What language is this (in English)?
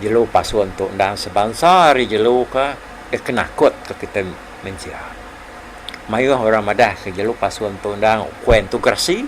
Iban